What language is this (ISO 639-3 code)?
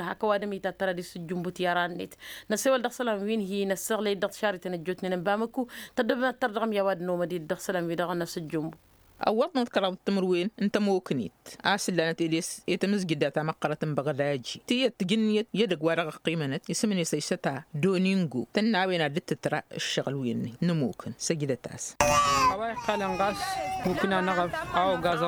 taq